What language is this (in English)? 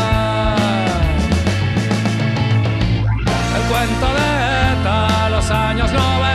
Basque